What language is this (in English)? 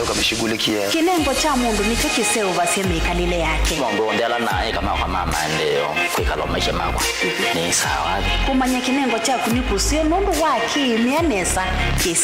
Kamba